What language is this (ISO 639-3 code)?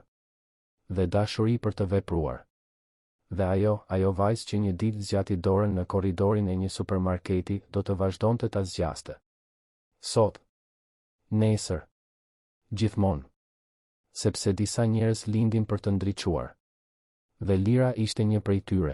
sqi